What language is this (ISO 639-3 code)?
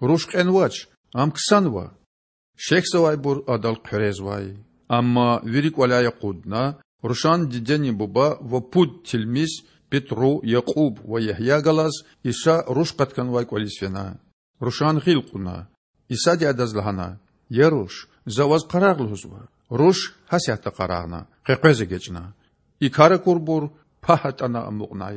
lez